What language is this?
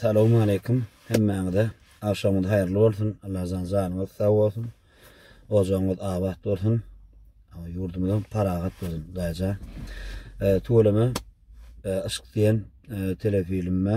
Turkmen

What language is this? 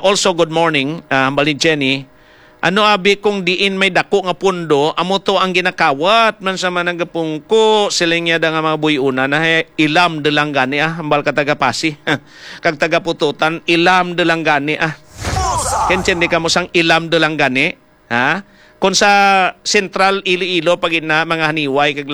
Hiligaynon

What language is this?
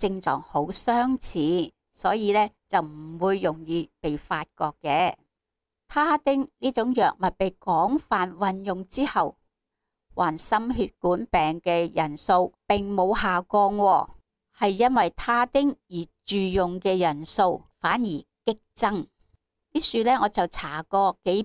Cantonese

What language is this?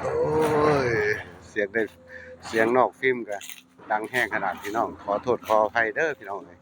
Northeastern Thai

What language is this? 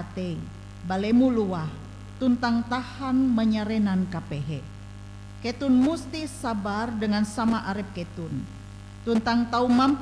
Ngaju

